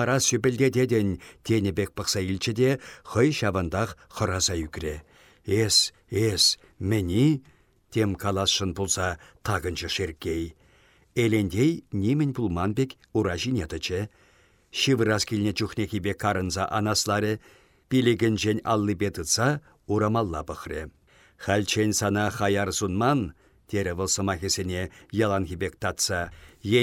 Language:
Chuvash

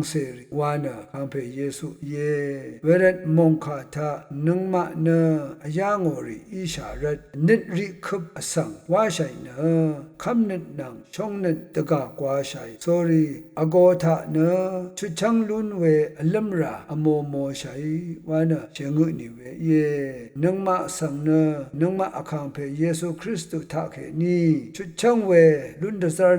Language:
Rawang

